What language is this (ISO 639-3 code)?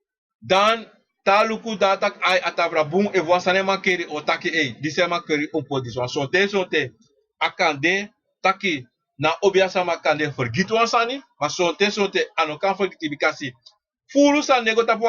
srn